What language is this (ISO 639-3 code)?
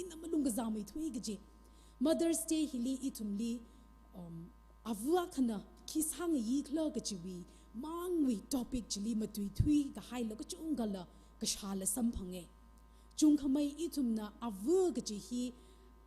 nmf